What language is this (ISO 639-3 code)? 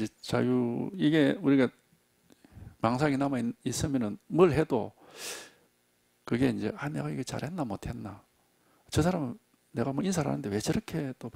kor